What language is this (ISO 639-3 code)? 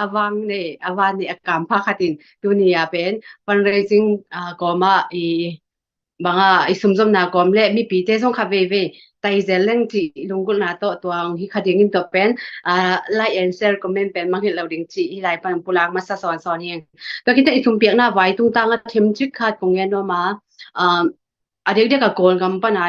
ctd